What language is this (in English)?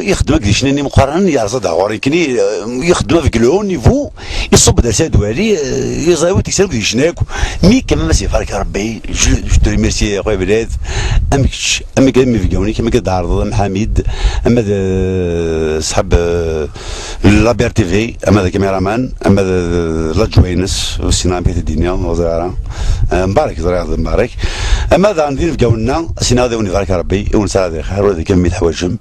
Kabyle